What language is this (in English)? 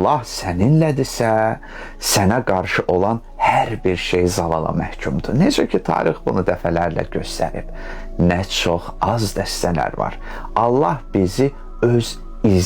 Azerbaijani